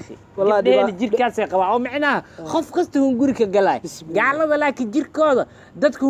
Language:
Somali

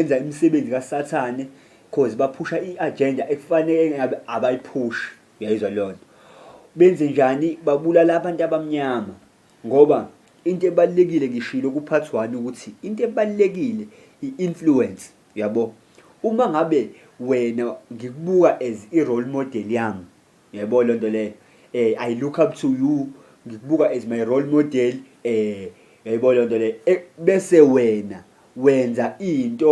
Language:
Zulu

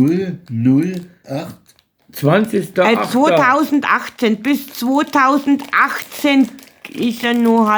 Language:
Bavarian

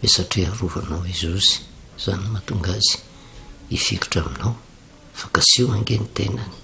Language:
Malagasy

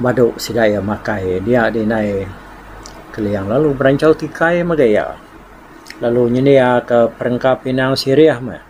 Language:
Iban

